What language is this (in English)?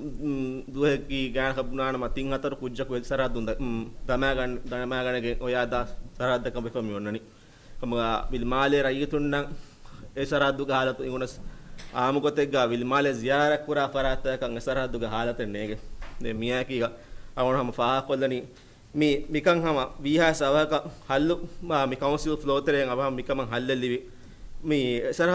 Divehi